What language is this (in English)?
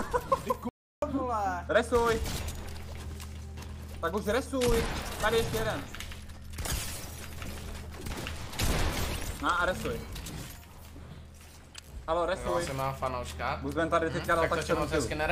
Czech